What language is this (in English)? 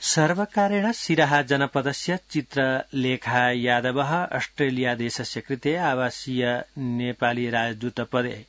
Sanskrit